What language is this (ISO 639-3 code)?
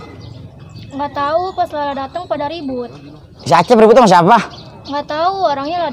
bew